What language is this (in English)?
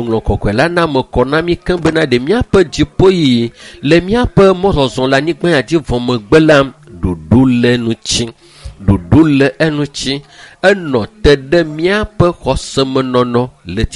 Ewe